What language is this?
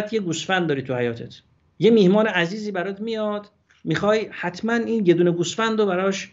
Persian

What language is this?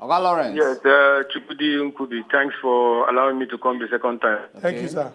Nigerian Pidgin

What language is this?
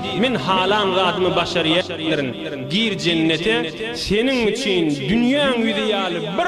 Turkmen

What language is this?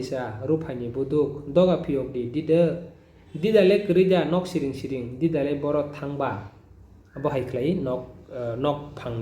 Kok Borok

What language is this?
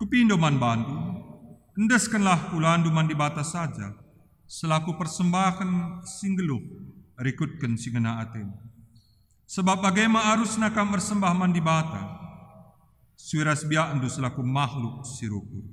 Batak Karo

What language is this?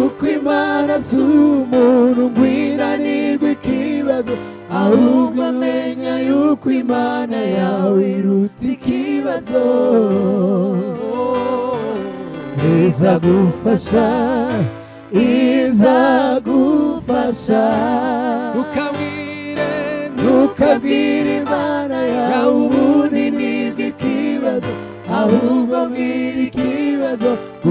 Kinyarwanda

